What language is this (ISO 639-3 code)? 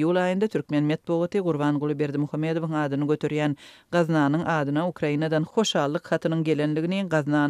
tuk